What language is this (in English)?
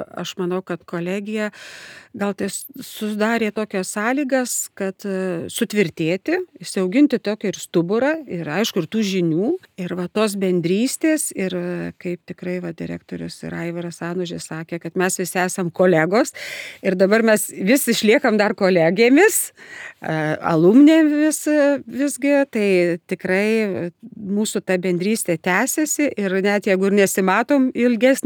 Lithuanian